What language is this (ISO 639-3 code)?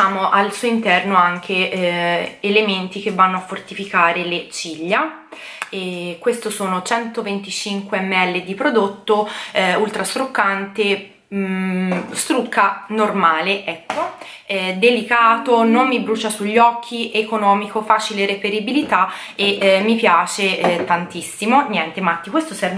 ita